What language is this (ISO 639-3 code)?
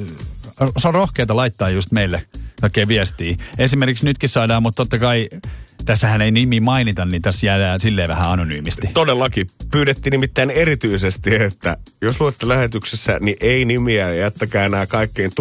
fin